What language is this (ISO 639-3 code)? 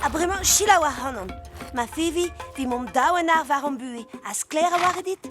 bre